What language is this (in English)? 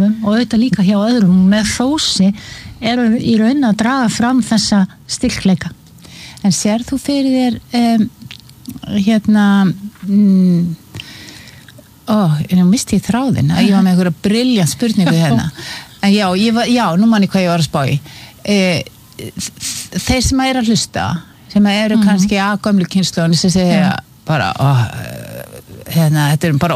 Icelandic